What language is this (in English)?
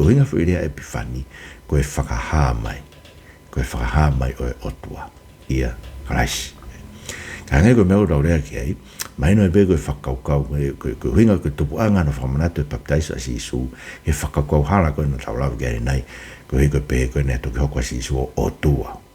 Tongan